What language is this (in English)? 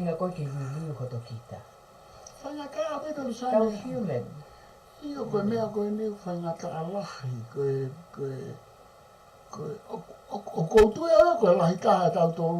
Tongan